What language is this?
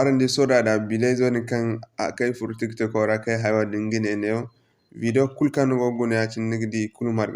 Zarma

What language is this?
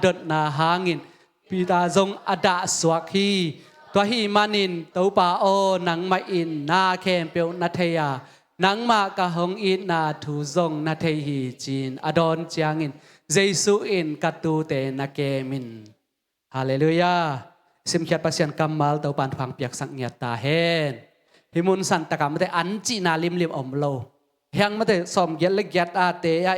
Tedim Chin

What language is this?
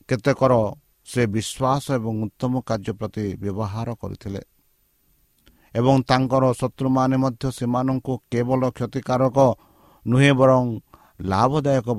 Odia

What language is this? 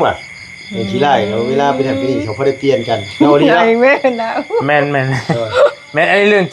Northeastern Thai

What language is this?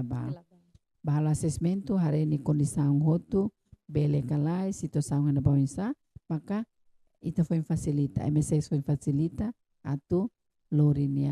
Tetum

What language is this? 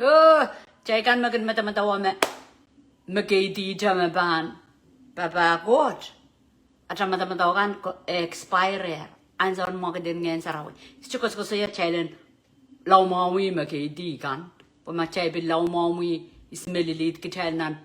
Pohnpeian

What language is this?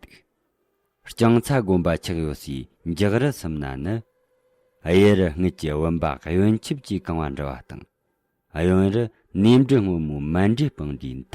Tibetan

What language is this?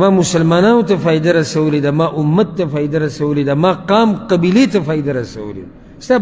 Pashto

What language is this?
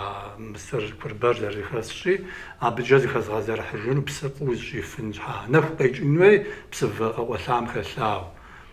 Kabardian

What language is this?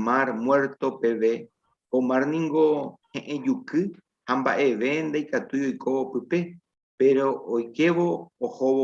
Guarani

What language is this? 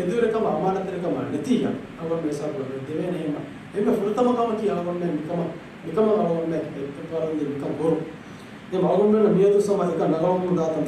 Divehi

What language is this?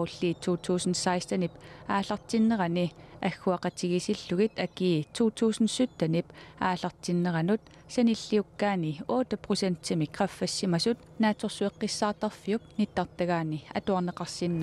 Kalaallisut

